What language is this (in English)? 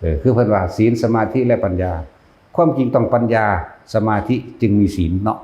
Lao